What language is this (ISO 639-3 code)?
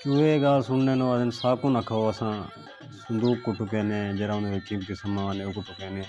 skr